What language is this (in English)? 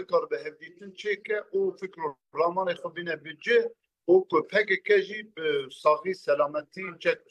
Kurdish